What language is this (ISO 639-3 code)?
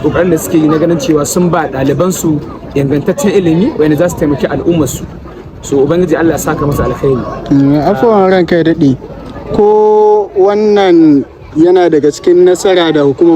hau